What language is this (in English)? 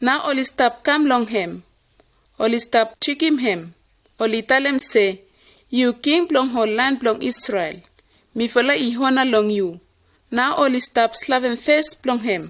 Bislama